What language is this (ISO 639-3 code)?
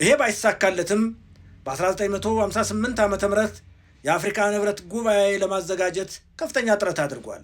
amh